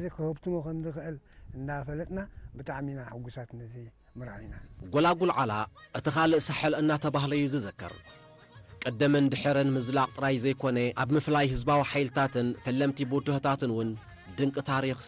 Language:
Tigrinya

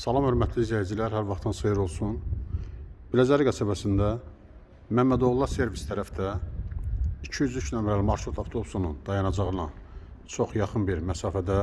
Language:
Azerbaijani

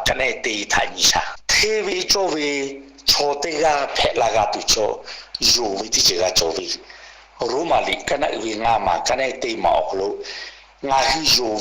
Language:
Lahu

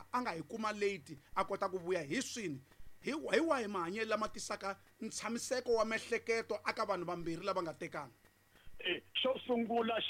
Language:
Tsonga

